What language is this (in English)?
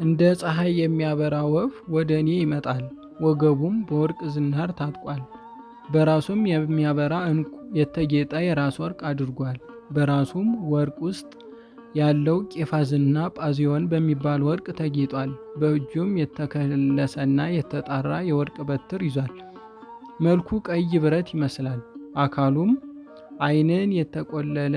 Amharic